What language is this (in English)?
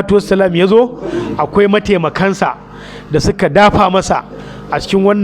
Hausa